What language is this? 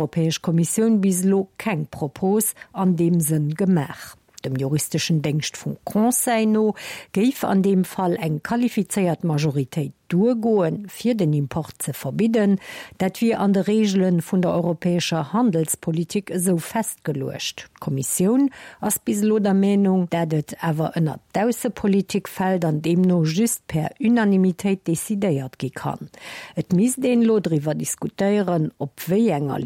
Luxembourgish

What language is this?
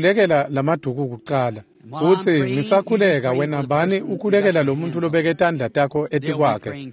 Swati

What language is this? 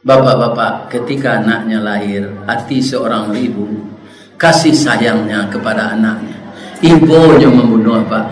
Minangkabau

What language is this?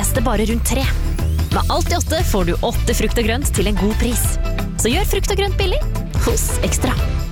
Norwegian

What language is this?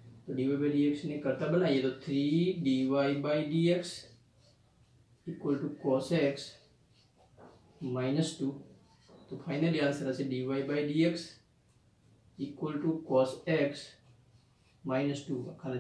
Gujarati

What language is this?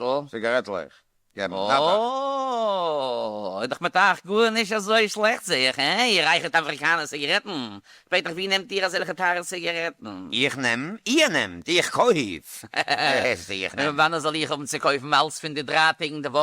Yiddish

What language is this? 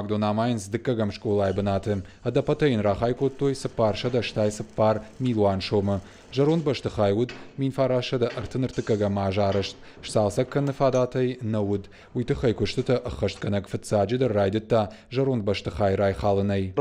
Ossetic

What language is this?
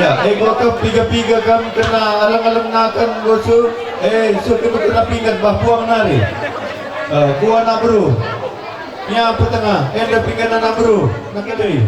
Batak Karo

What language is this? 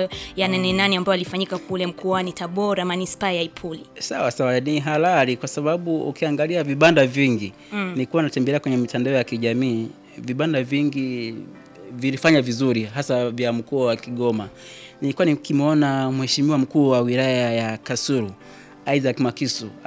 Swahili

